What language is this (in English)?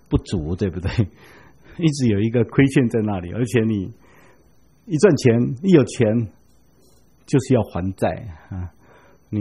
Chinese